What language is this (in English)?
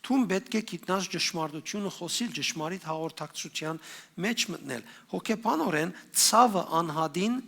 Western Armenian